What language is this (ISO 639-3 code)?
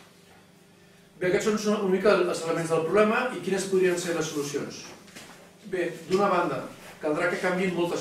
cat